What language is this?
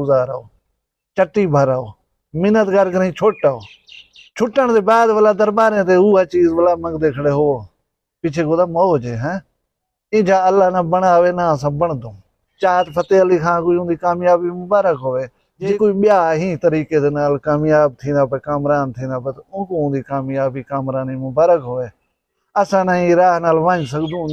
Saraiki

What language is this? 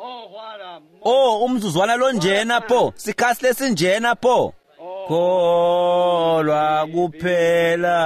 Swati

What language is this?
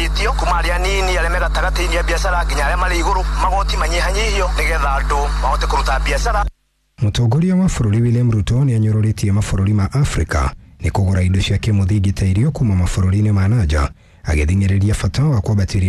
Kikuyu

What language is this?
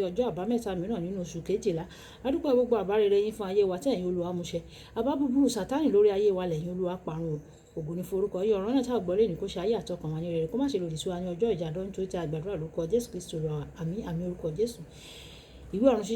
Yoruba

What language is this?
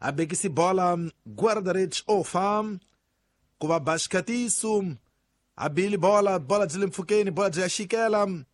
Tsonga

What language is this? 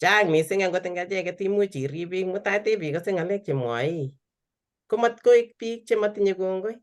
Kalenjin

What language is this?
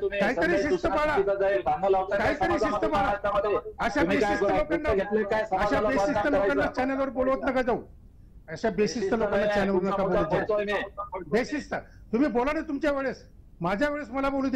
Marathi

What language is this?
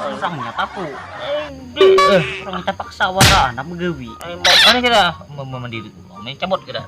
Banjar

